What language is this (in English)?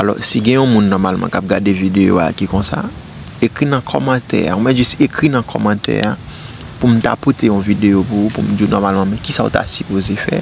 Haitian Creole